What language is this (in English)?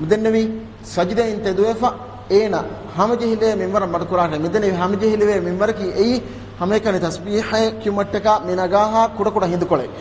Divehi